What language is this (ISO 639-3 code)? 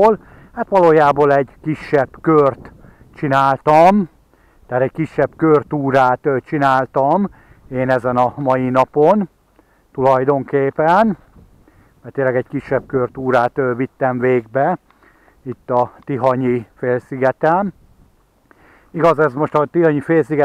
hun